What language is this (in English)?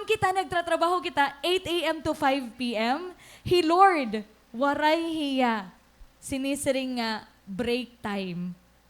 Waray